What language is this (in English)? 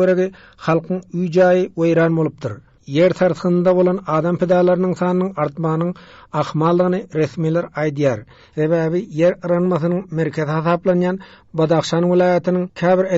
Turkmen